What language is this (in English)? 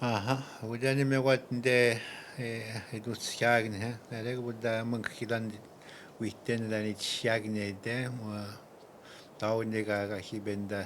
Atikamekw